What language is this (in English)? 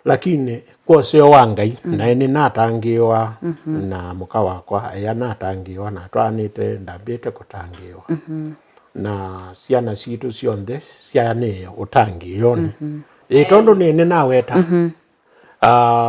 Kamba